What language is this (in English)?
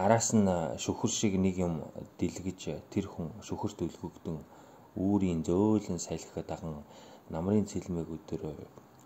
Mongolian